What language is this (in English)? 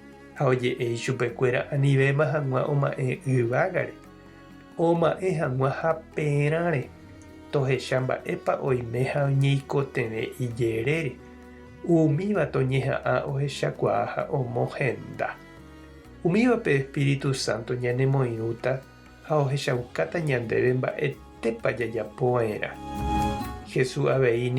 Guarani